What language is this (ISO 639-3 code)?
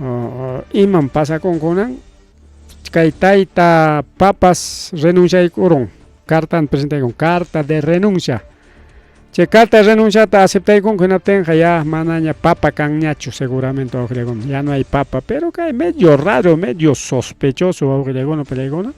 quy